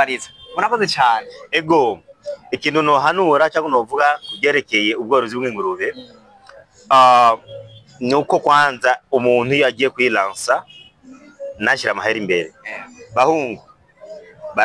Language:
Rundi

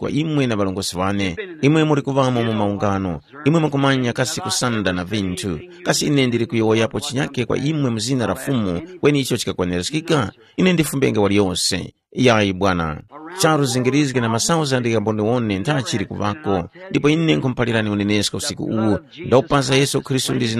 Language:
Tumbuka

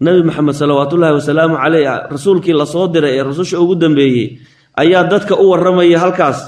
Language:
Somali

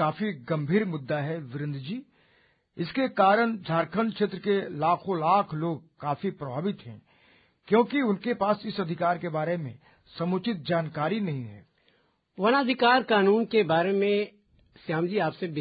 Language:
Hindi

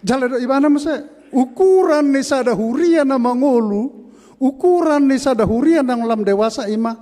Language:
Batak Toba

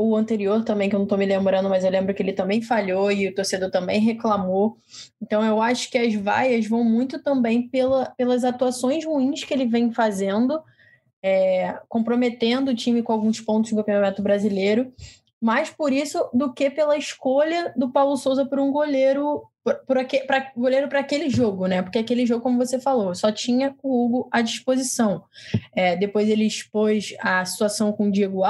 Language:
Portuguese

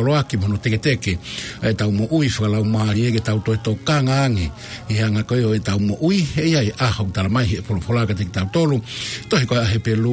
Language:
Tongan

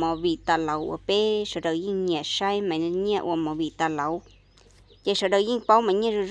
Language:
Hmong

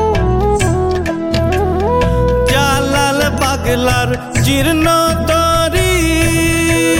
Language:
Bangla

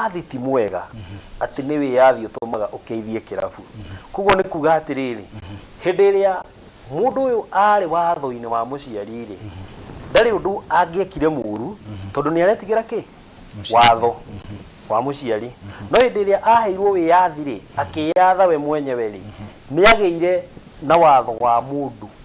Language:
Kikuyu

